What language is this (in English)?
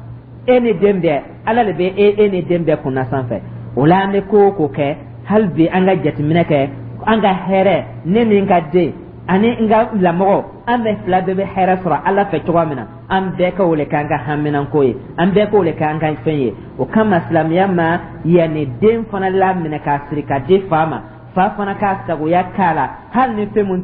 Dyula